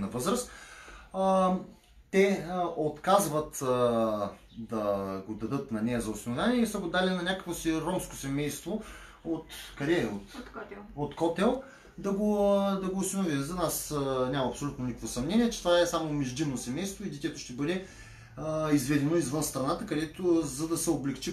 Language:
Bulgarian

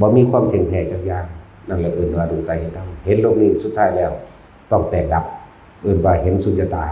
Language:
Northeastern Thai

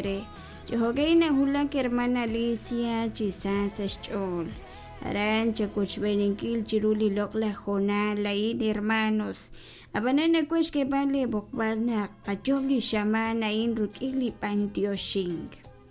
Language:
Kekchí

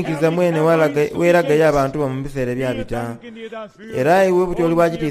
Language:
Soga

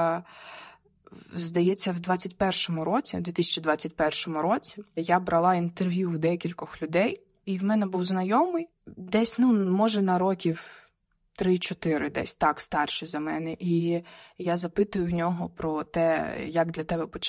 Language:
Ukrainian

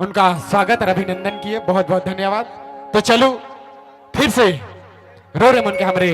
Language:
Sadri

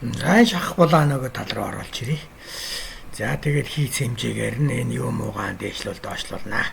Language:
Mongolian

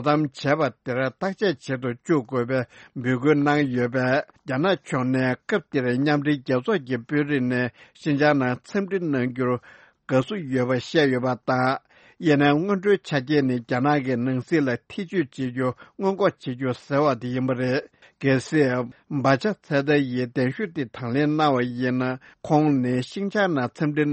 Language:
Tibetan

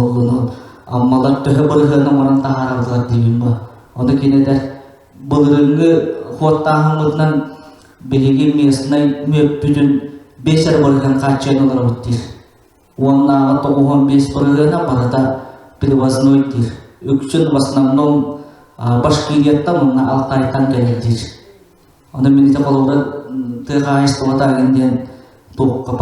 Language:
Yakut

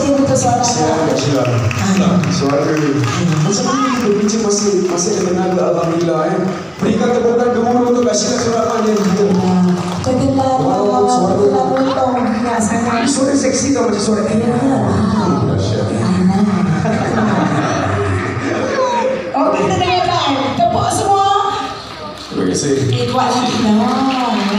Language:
Malay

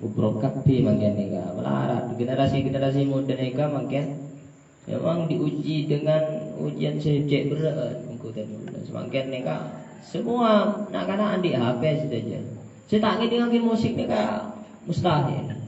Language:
Madurese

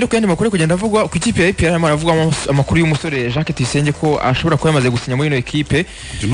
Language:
Kinyarwanda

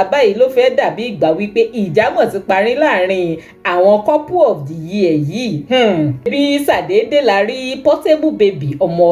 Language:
Yoruba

